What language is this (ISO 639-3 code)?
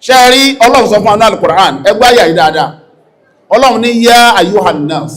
yor